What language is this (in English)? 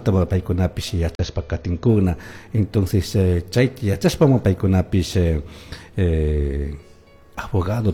Chimborazo Highland Quichua